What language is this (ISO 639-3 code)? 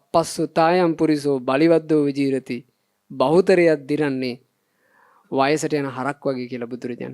sin